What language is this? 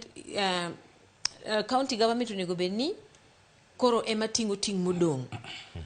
Luo (Kenya and Tanzania)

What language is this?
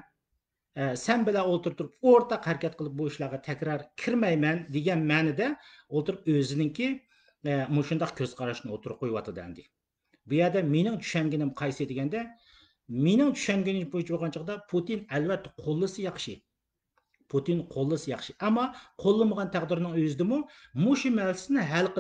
Uyghur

